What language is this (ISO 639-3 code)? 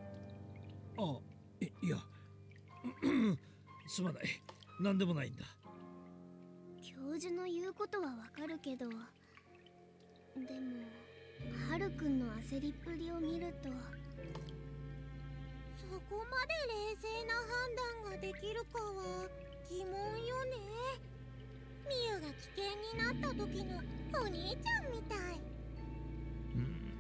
jpn